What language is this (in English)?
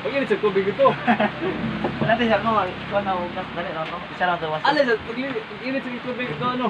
Cebuano